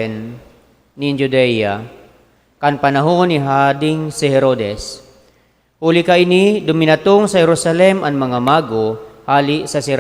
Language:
Bikol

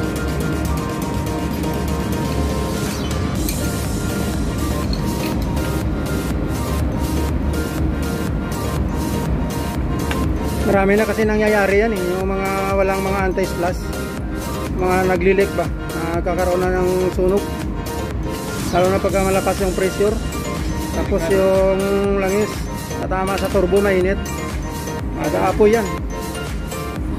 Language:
Filipino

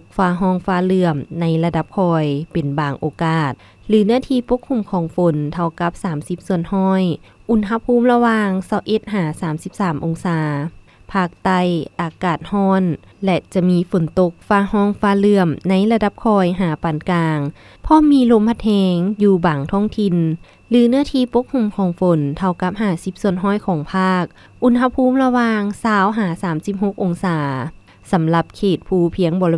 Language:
Lao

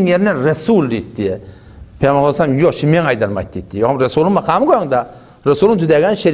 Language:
Turkmen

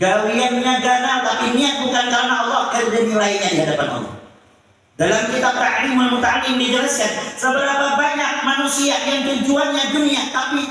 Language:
Banjar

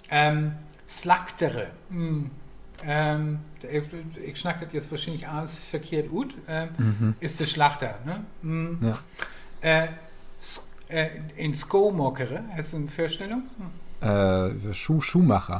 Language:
Low German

